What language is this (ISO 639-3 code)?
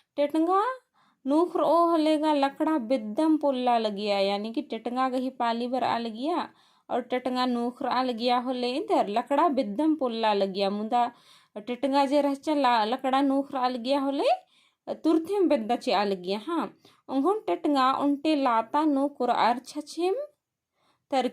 kru